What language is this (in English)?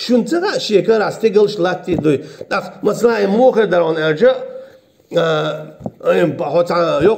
Chechen